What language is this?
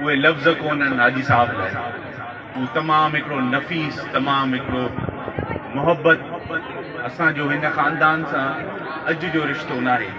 Sindhi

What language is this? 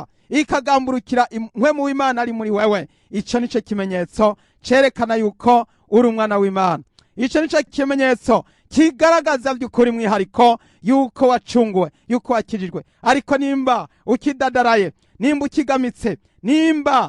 Rundi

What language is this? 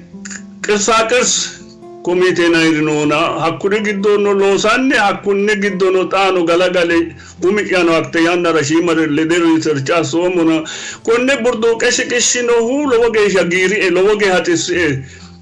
Sidamo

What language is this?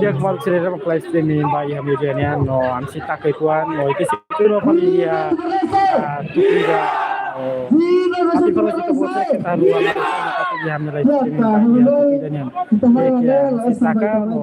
Tetum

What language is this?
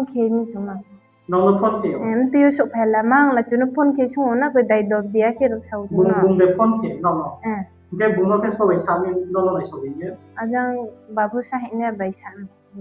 Riang (India)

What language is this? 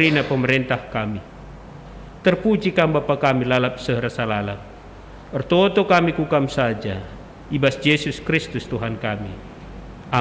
Batak Karo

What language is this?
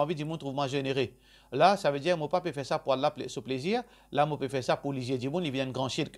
Morisyen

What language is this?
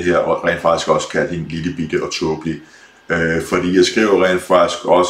Danish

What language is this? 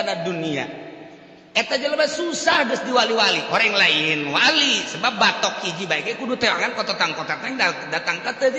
Sundanese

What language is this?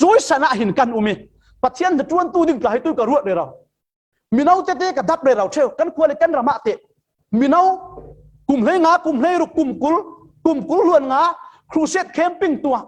Falam Chin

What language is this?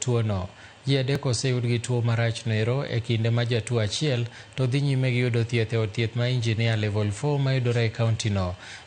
Luo (Kenya and Tanzania)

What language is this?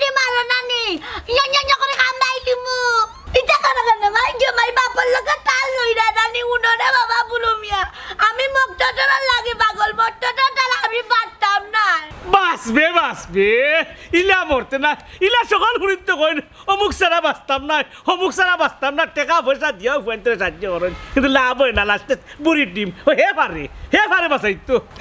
Sylheti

